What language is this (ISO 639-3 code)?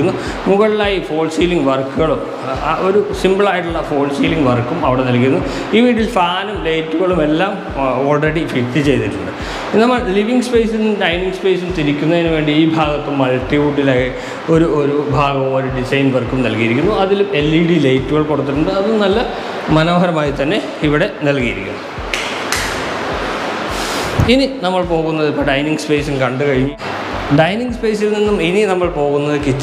mal